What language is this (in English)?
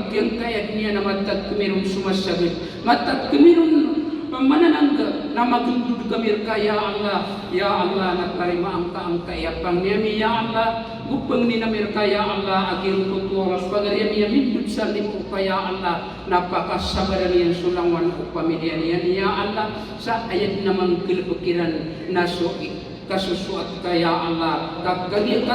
Maranao